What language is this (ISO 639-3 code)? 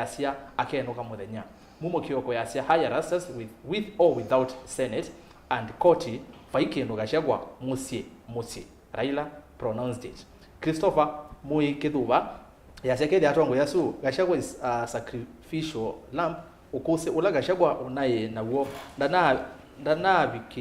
kam